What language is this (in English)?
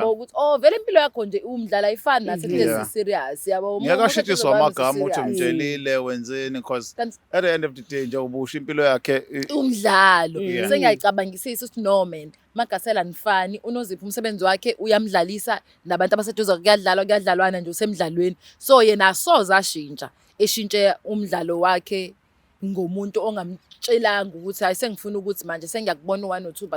Zulu